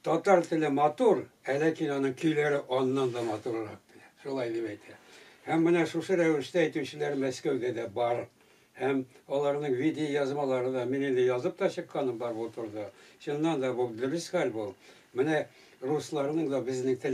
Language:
Tatar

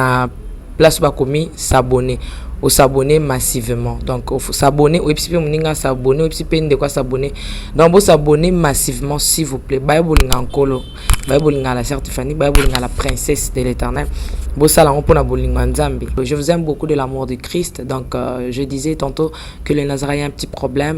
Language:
Lingala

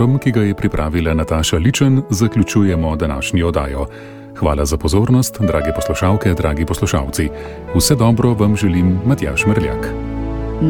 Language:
Slovenian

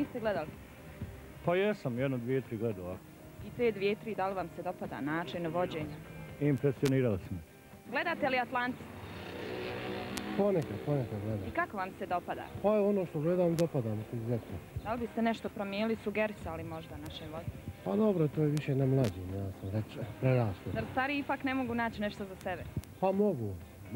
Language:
Bosnian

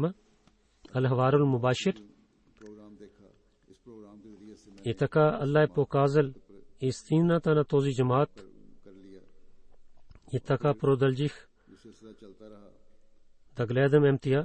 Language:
Bulgarian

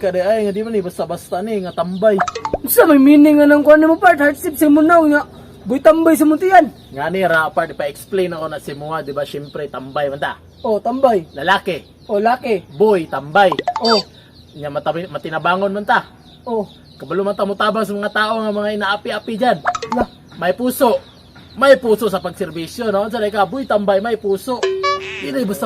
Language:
Cebuano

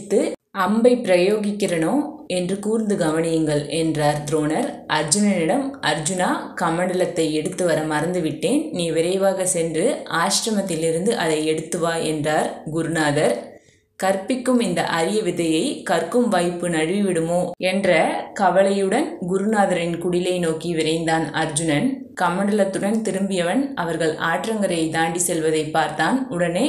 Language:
Tamil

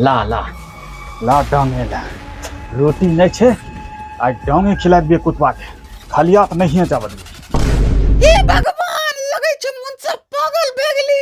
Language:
Maithili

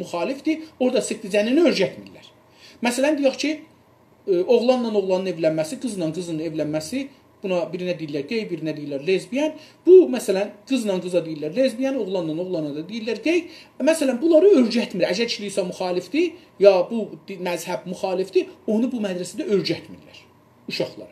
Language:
South Azerbaijani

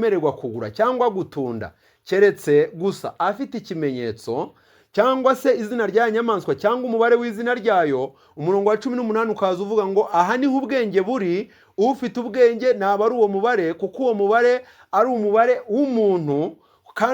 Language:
Kinyarwanda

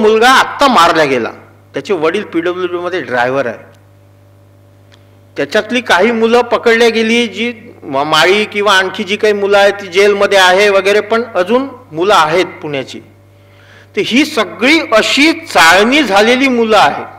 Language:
Marathi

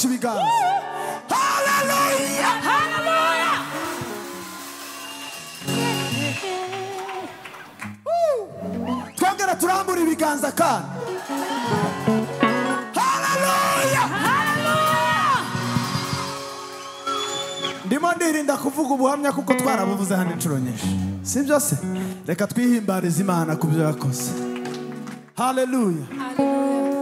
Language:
Kinyarwanda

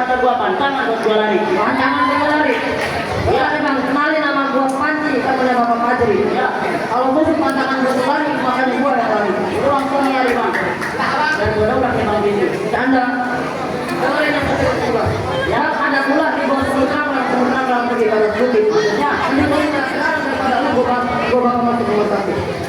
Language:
Betawi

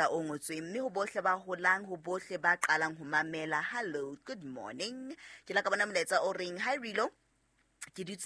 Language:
Southern Sotho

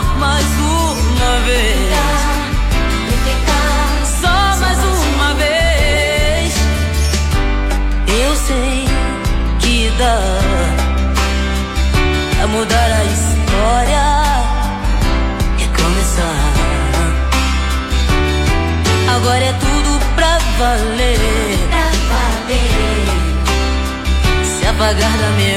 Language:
Portuguese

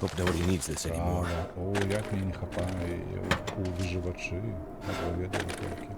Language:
Belarusian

